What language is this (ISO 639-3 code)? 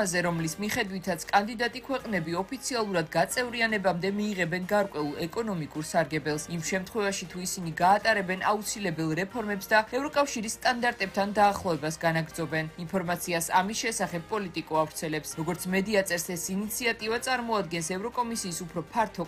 kat